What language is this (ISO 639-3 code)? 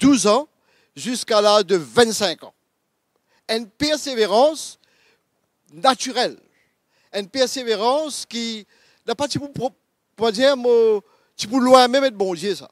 mfe